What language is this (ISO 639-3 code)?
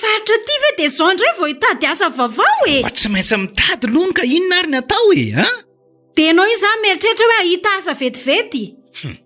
mlg